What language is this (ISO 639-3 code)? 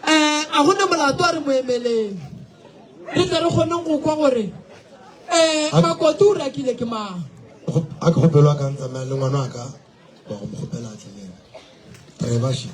nso